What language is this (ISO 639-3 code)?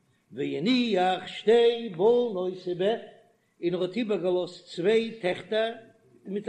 yid